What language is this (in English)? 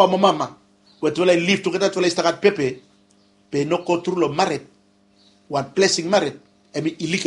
Bislama